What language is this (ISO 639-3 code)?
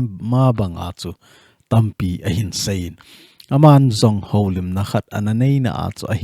tcz